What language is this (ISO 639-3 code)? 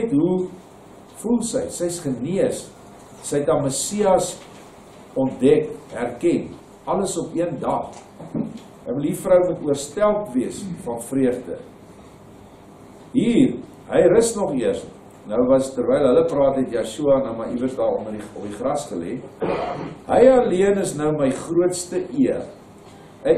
afr